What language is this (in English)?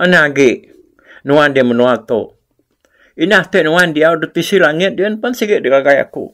Iban